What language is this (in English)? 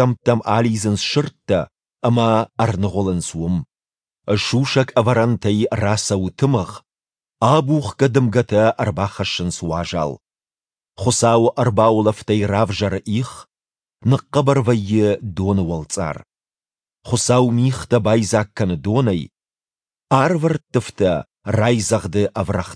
Ossetic